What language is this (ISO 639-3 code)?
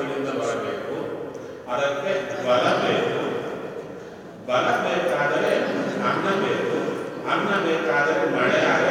kan